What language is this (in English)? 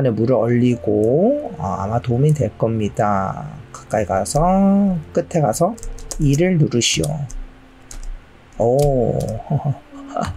Korean